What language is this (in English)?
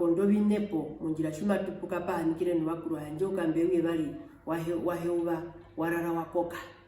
Herero